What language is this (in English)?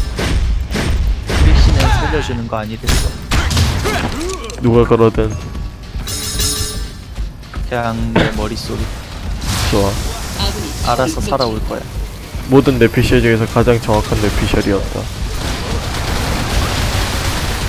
Korean